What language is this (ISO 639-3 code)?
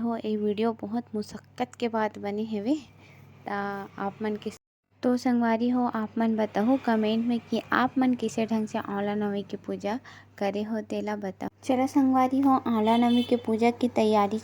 hne